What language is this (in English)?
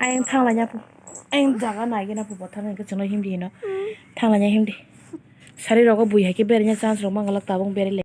Kok Borok